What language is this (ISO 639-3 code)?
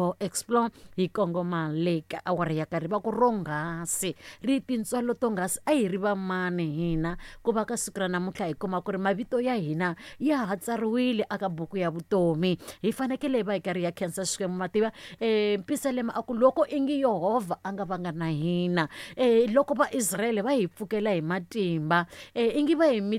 tso